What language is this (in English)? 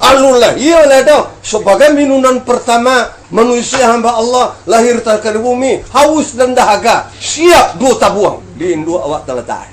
Minangkabau